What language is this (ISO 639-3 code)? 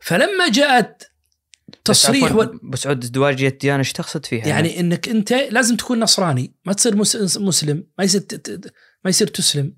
ars